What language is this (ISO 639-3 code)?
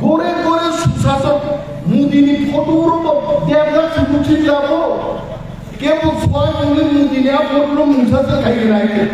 trp